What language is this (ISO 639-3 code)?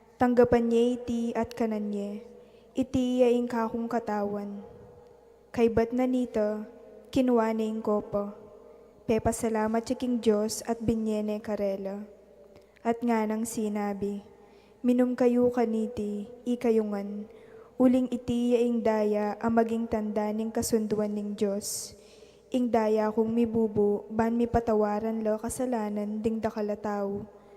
pam